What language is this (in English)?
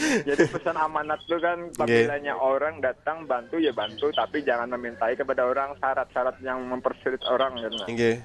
Banjar